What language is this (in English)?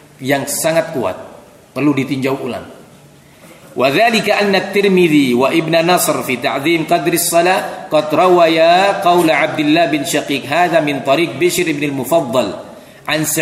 Indonesian